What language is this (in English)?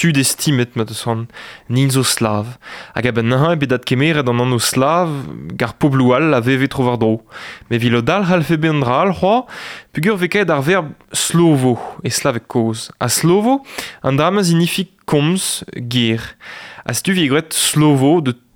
Breton